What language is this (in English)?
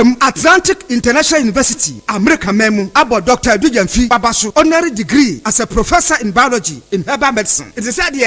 Akan